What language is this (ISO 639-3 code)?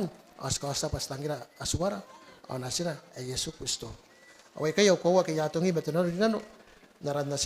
gil